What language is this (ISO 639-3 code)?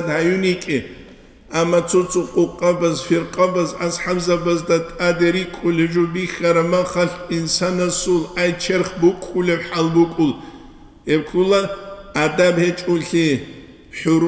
ava